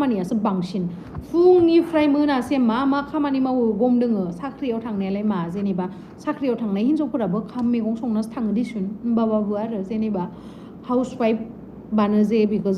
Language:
Bodo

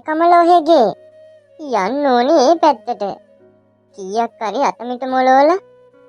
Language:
Sinhala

